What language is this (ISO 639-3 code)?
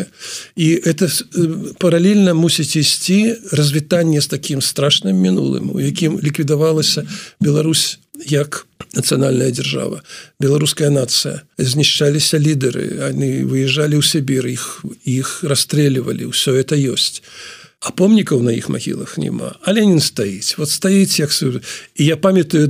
bel